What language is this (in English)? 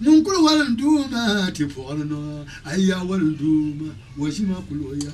Dagbani